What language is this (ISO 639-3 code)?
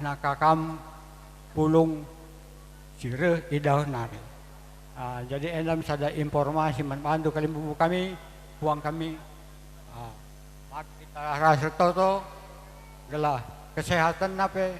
btx